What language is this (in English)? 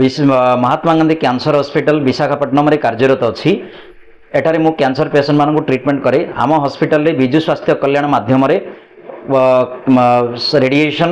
Odia